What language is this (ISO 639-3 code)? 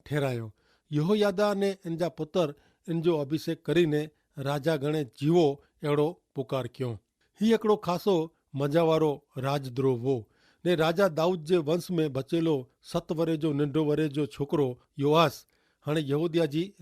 kfr